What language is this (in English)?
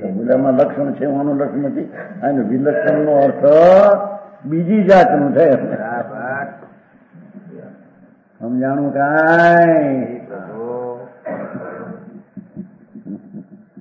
Gujarati